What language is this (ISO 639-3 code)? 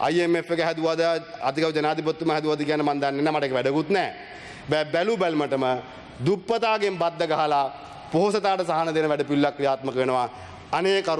sin